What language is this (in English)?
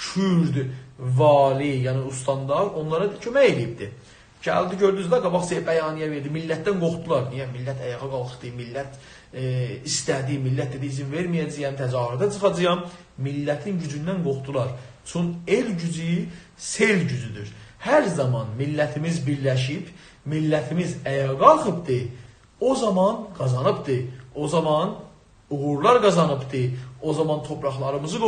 South Azerbaijani